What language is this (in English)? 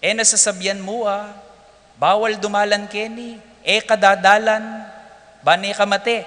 Pampanga